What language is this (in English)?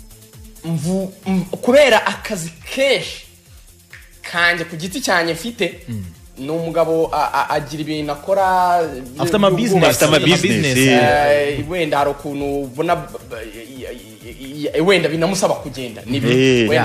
Kinyarwanda